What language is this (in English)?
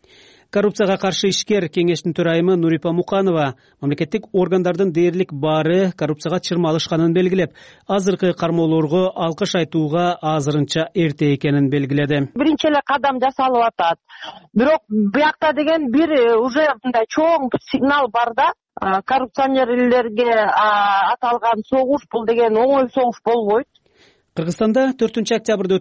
Kyrgyz